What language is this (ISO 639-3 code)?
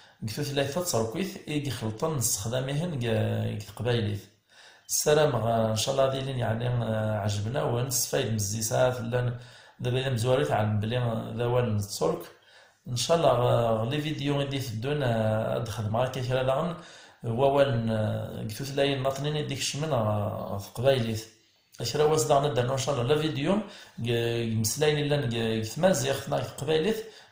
kab